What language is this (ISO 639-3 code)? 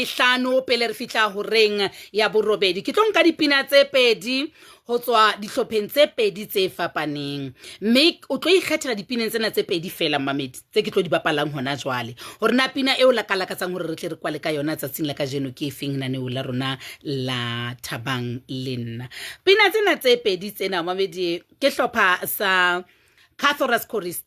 sot